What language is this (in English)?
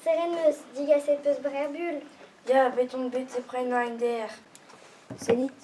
Breton